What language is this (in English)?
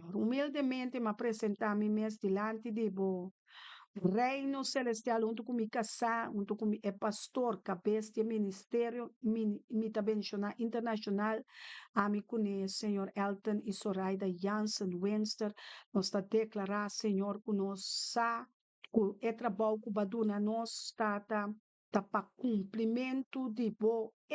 Papiamento